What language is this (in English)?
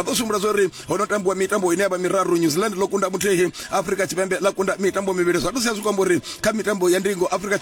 Venda